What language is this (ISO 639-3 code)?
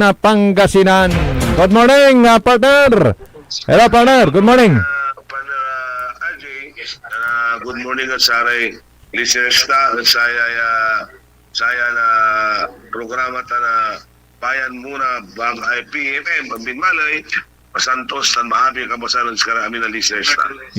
pag